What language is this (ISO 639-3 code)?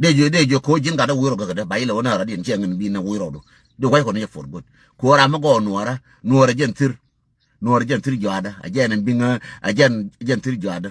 nus